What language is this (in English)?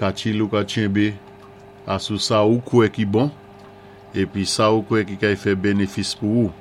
Saint Lucian Creole French